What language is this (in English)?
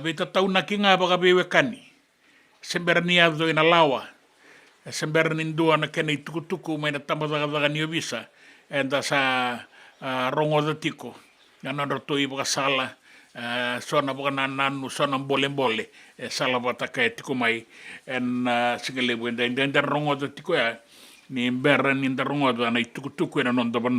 Fijian